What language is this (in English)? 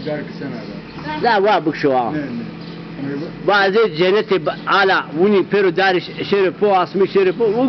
Zaza